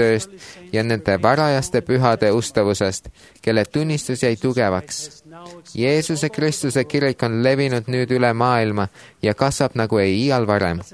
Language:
Estonian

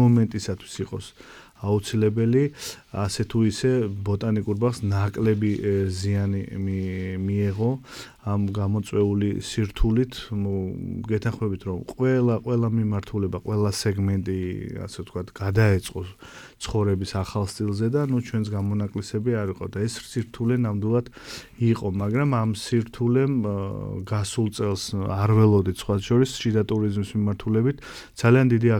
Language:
Georgian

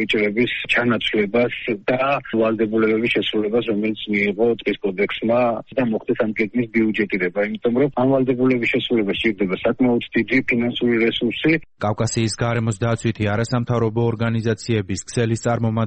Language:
Georgian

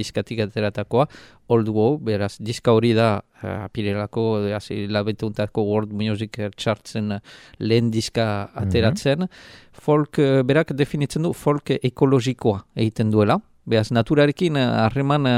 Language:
Basque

